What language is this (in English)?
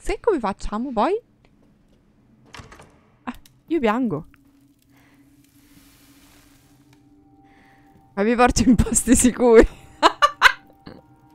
Italian